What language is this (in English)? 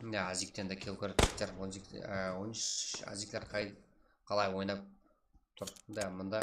Kara-Kalpak